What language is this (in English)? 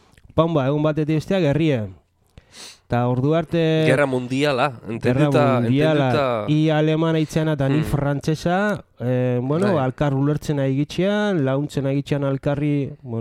Basque